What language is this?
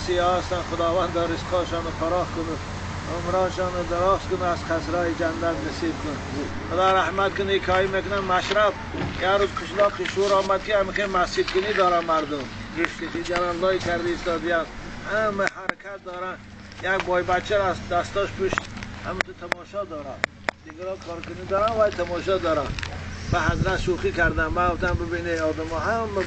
Tajik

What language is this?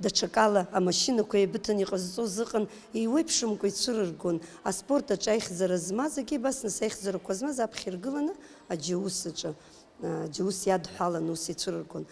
Abkhazian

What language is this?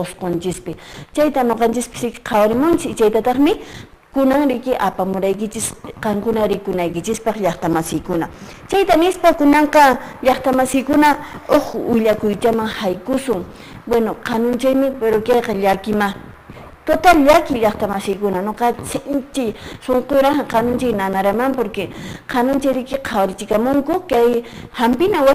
Quechua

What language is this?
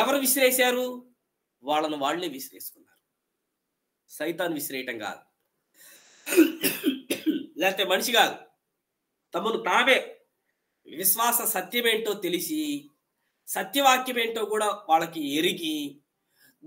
Telugu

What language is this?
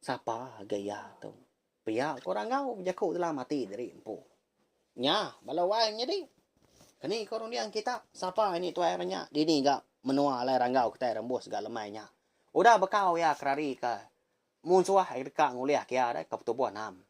Iban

